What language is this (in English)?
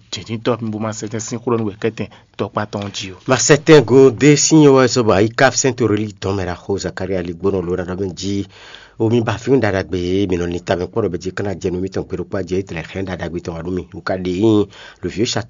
Fon